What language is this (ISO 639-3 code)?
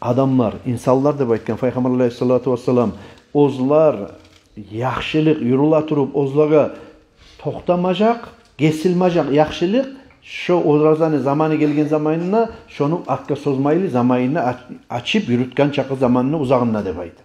kum